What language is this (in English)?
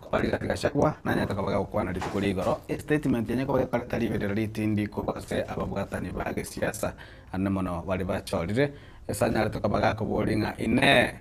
Gusii